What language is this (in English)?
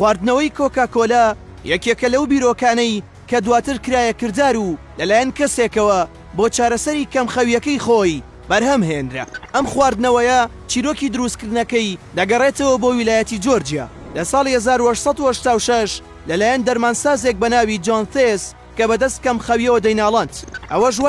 Central Kurdish